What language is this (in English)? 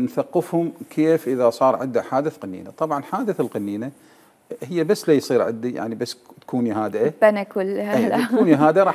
Mesopotamian Arabic